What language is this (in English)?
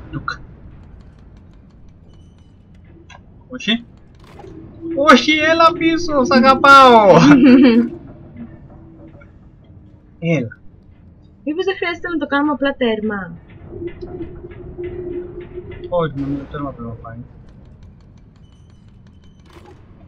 Greek